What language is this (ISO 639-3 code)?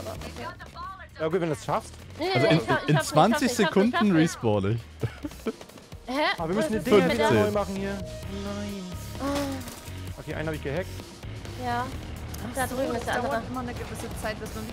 deu